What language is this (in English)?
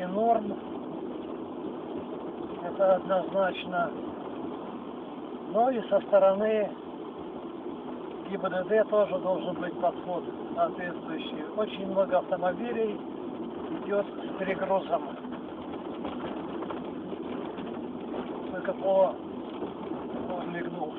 Russian